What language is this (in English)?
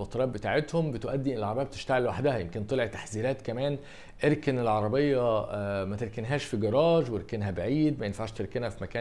Egyptian Arabic